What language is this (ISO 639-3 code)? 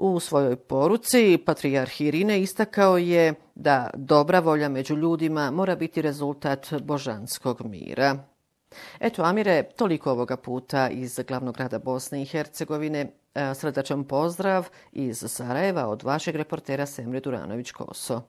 bos